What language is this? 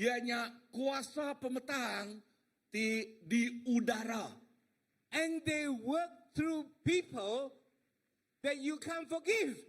Iban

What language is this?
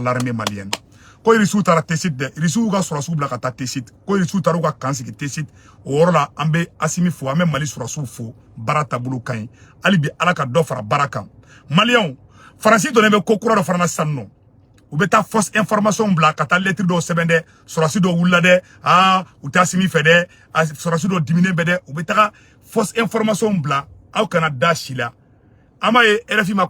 Bambara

